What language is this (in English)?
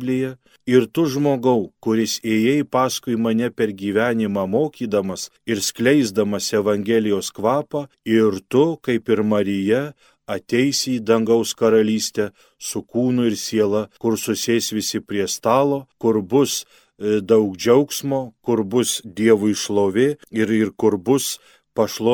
Lithuanian